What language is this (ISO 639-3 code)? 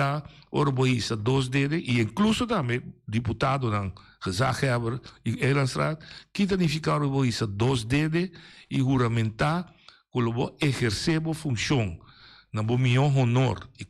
pap